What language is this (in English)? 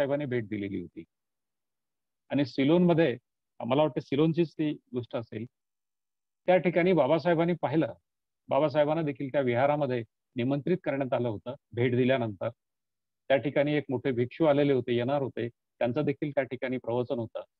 Marathi